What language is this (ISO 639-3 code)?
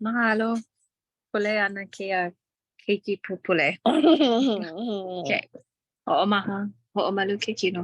haw